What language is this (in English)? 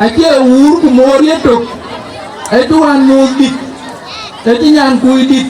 Dinka